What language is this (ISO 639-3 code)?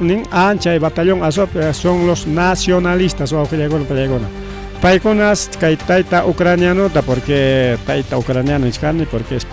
quy